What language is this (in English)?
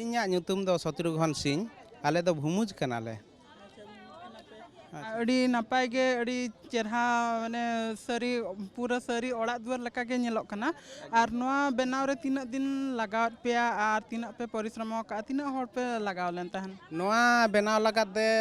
Santali